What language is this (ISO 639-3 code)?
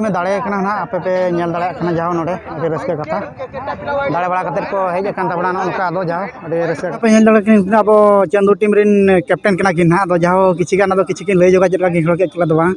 sat